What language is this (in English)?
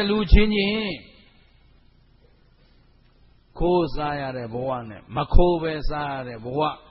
Burmese